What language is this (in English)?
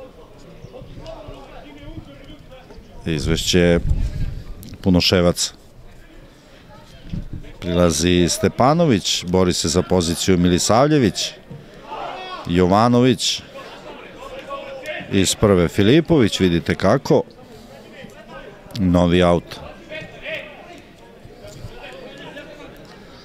Serbian